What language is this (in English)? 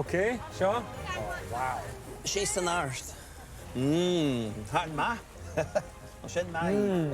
Scottish Gaelic